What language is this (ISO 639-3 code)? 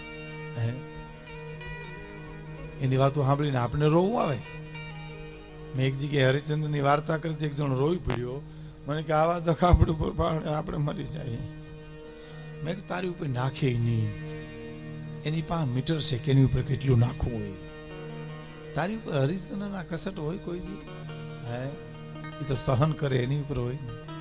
guj